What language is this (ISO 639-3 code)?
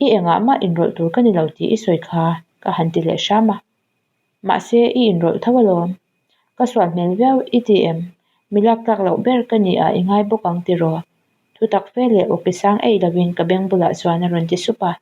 lus